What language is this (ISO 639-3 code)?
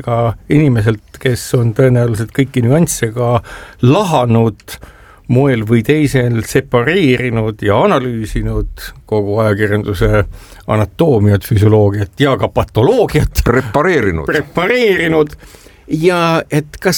est